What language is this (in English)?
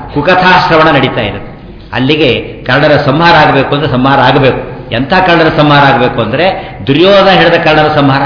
Kannada